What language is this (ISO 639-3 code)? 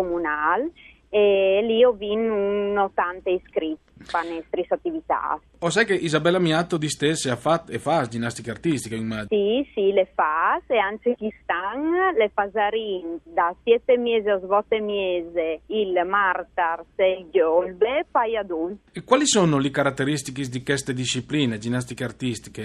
fur